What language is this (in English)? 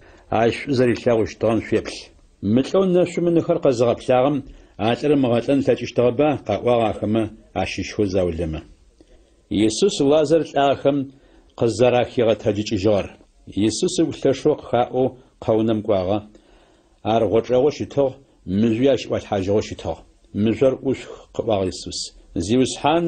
Adyghe